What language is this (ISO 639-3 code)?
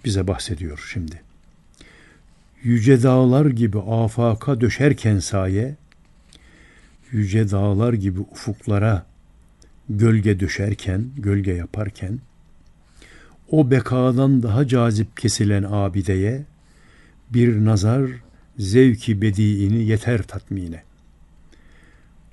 tur